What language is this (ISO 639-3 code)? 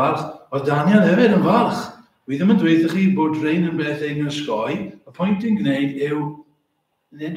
cym